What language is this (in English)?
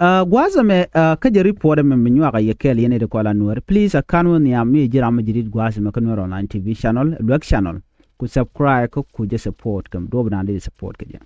Nuer